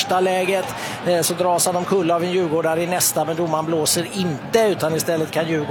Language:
Swedish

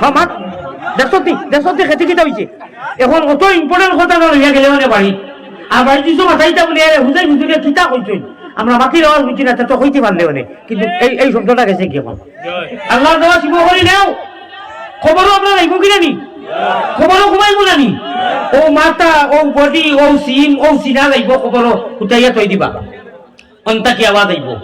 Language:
Sylheti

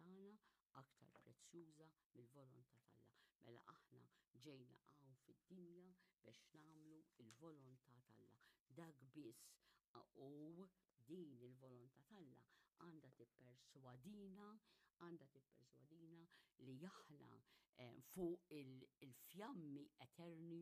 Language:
Maltese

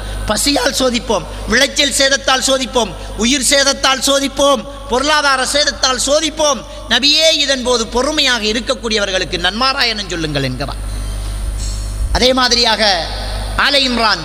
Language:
Tamil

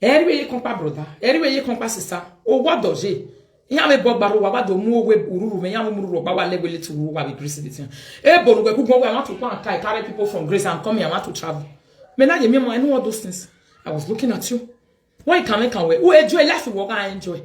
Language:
Nigerian Pidgin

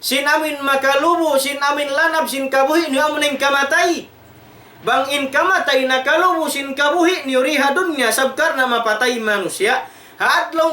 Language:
Tausug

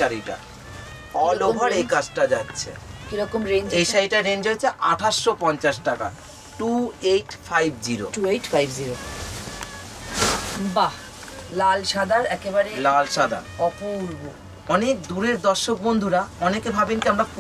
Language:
Bangla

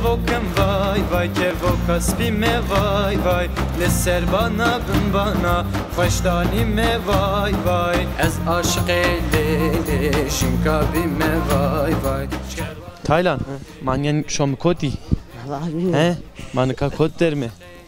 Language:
Zaza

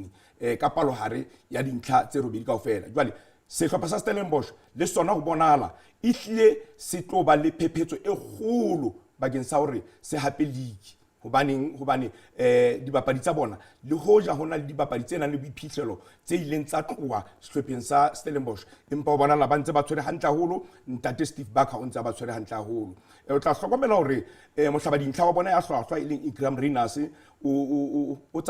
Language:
Southern Sotho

